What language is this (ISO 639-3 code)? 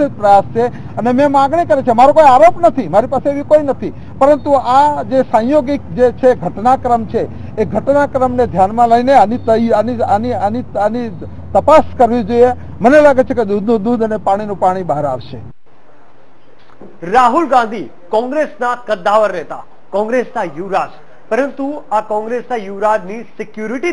guj